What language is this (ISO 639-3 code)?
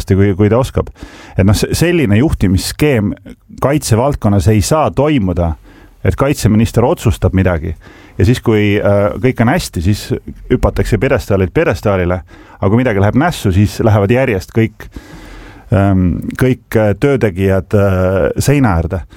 est